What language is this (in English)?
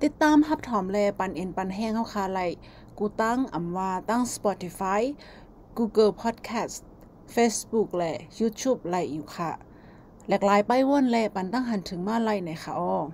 Shan